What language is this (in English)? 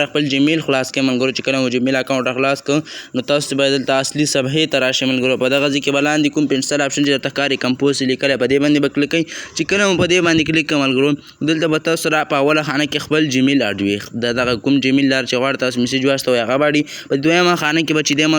Pashto